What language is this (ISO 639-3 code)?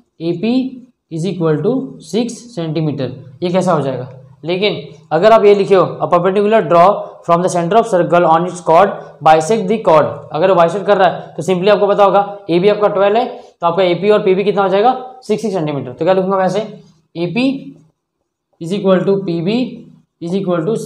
hin